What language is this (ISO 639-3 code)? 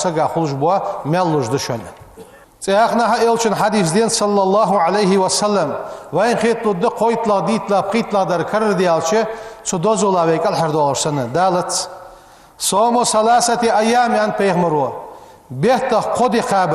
inh